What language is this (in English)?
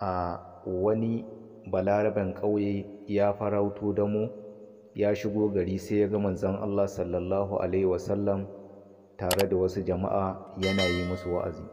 Hausa